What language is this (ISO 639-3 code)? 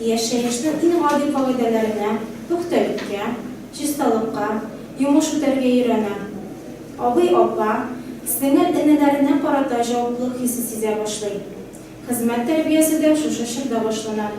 tat